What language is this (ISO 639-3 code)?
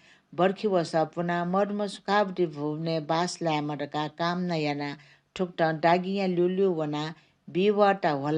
new